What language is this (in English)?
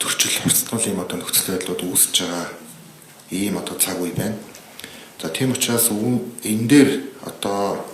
Mongolian